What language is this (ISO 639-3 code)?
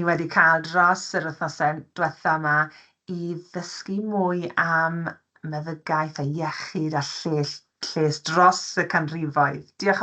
cym